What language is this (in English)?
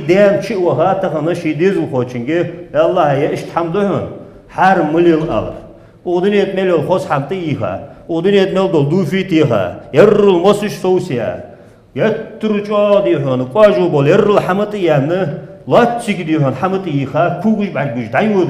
Ingush